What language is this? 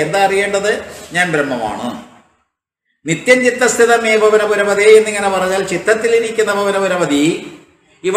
Malayalam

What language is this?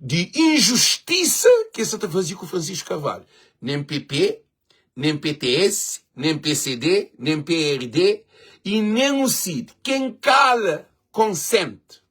Kabuverdianu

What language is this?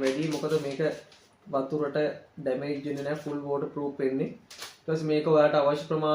Sinhala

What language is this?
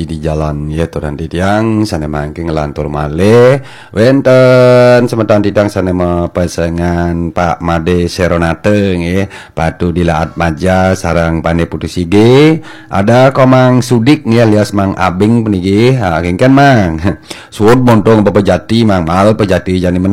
Balinese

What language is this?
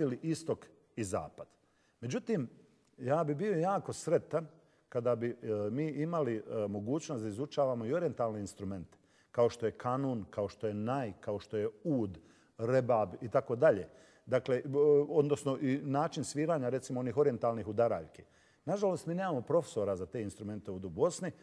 Bosnian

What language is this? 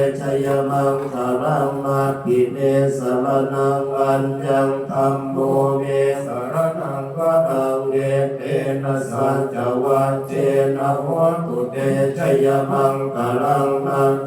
Pali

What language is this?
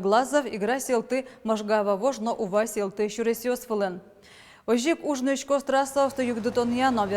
Udmurt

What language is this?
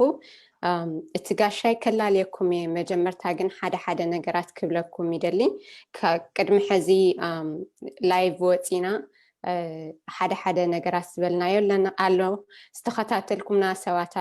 Tigrinya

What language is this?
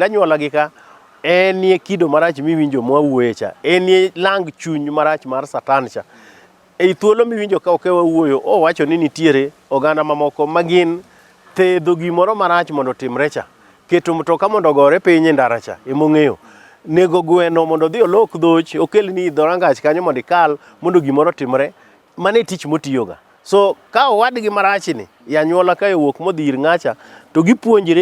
Luo (Kenya and Tanzania)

